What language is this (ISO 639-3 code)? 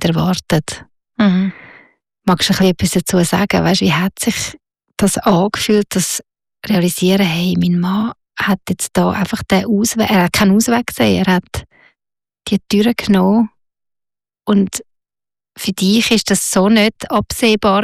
deu